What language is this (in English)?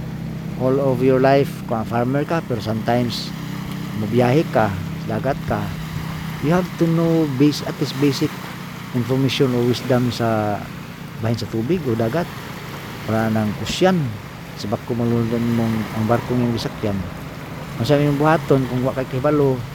Cebuano